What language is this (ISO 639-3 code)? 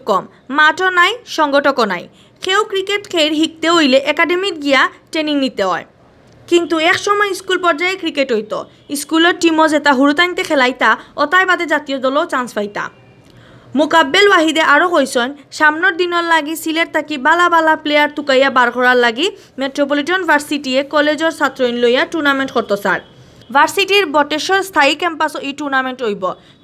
syl